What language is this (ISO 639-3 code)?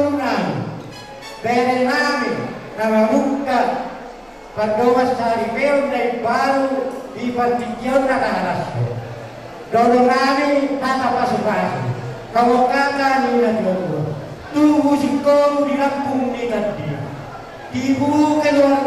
bbc